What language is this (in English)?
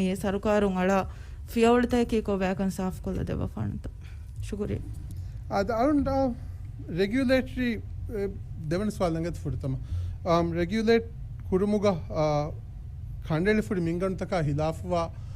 Divehi